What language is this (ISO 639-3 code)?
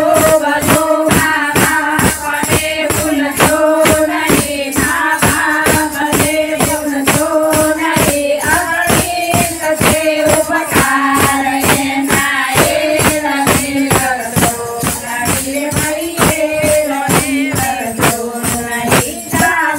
guj